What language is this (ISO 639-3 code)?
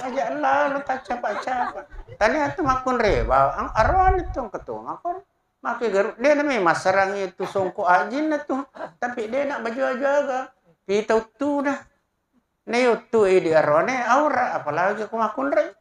bug